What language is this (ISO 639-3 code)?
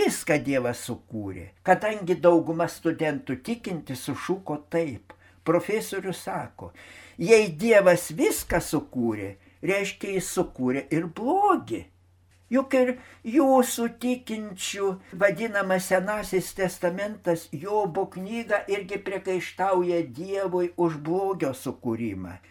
lit